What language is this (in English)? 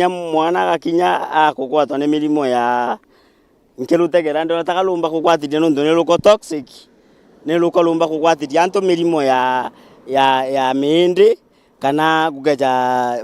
Meru